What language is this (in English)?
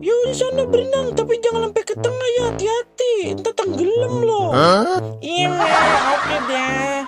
Betawi